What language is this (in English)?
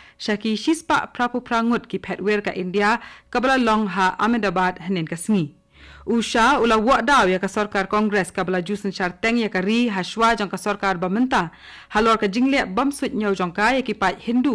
Khasi